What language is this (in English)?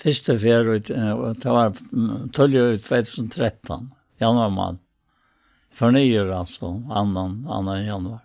Faroese